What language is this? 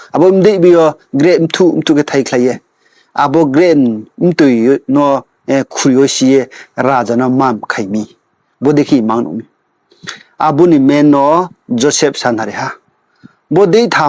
Riang (India)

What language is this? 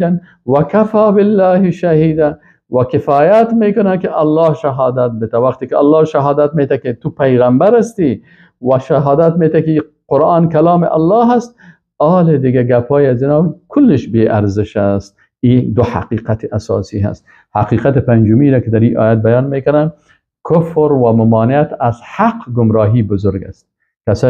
Persian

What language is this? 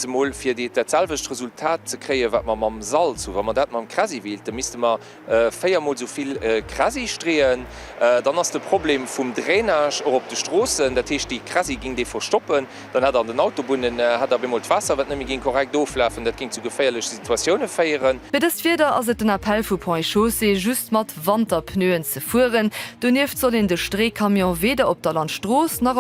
Luxembourgish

